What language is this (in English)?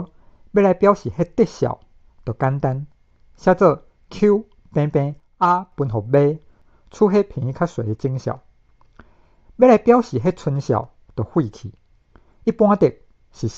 Min Nan Chinese